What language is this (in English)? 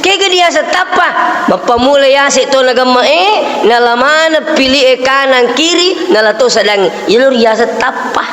Buginese